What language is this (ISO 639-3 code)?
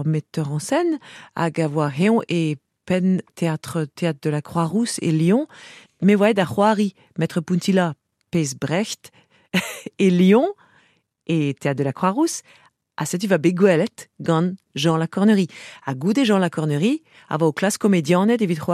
bre